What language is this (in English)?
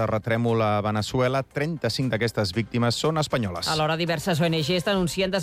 Catalan